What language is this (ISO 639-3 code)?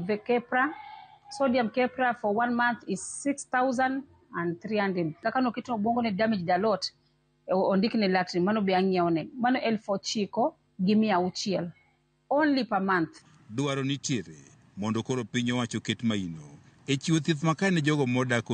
luo